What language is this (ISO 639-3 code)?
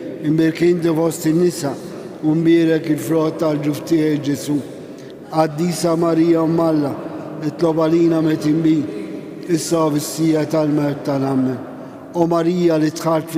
mlt